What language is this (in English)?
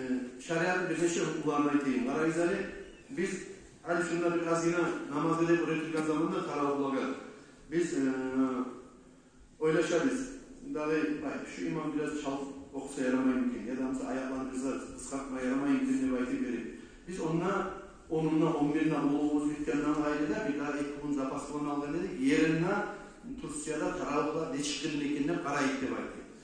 Kumyk